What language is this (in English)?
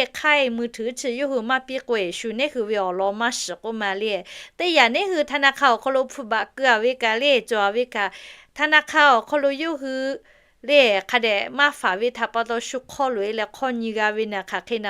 Lahu